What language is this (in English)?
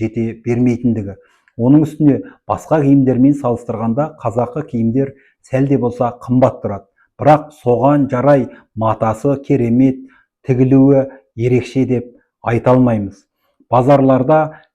Kazakh